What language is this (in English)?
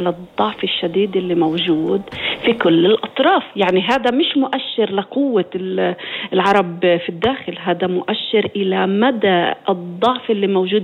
North Levantine Arabic